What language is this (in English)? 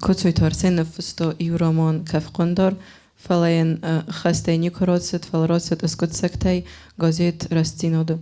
Ossetic